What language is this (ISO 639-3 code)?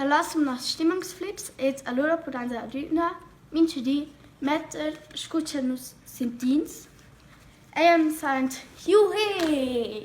roh